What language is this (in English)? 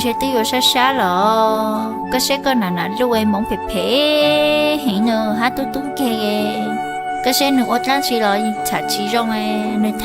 Hmong